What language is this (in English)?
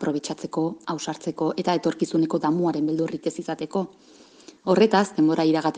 Basque